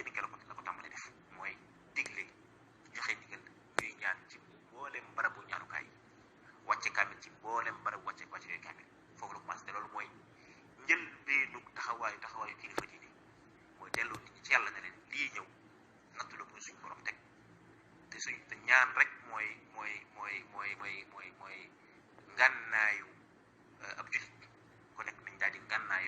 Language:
Wolof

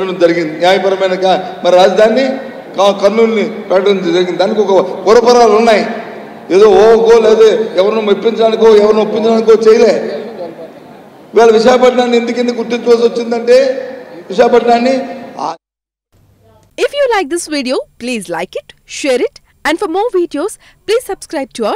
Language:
Telugu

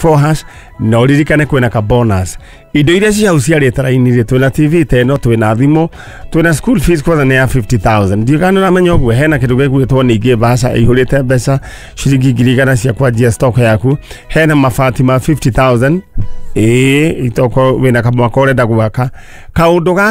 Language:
Kikuyu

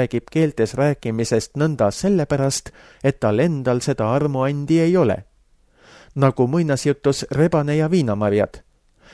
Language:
Estonian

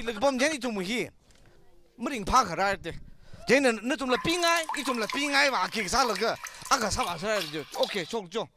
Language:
Tangkhul Naga (India)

